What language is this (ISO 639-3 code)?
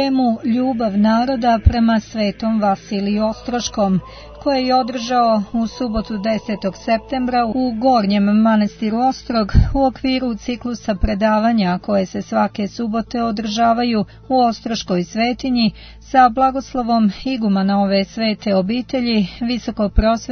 srp